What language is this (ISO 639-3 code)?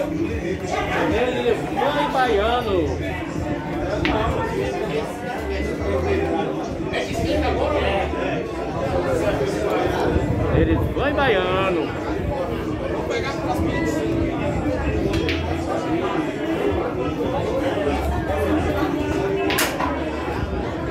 por